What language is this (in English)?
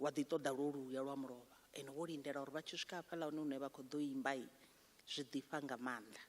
Venda